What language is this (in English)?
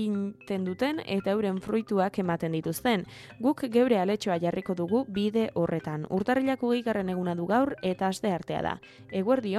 Basque